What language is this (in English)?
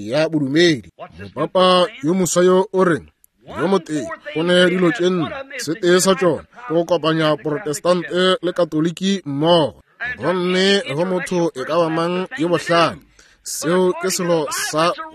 Northern Sotho